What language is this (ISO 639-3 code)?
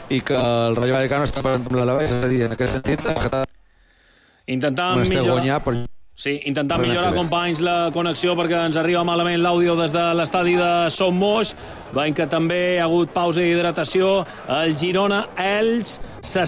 cat